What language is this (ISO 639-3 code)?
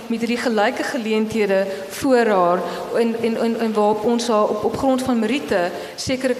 afr